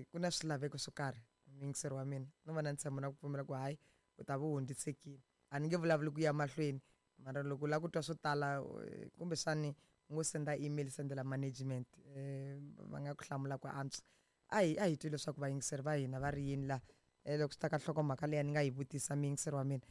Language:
Tsonga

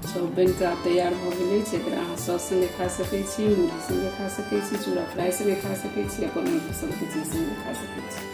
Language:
Maithili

